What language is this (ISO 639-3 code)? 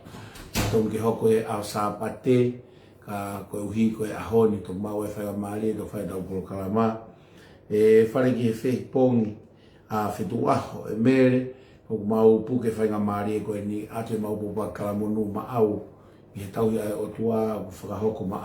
ton